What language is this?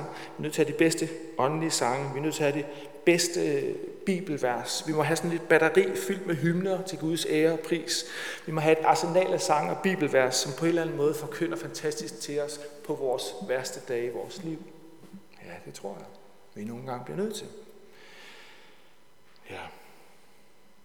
Danish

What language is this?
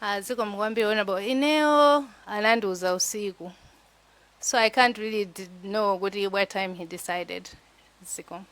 Nyanja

